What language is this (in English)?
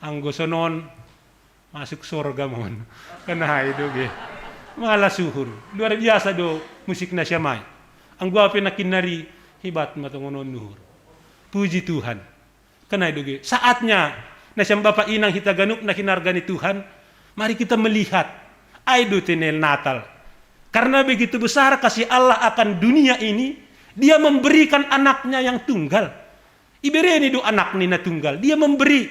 Batak Simalungun